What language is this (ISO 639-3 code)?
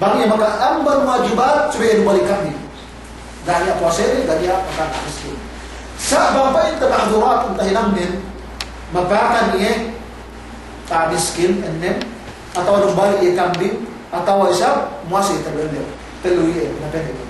yka